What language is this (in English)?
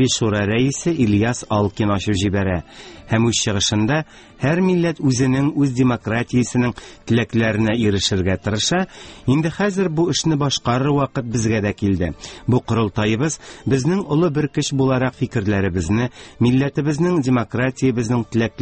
Tatar